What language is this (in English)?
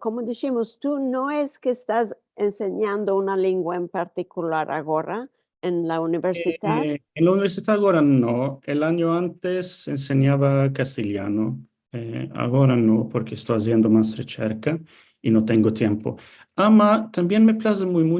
Ladino